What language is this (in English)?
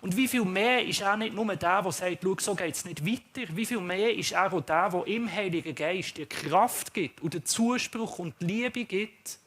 Swiss German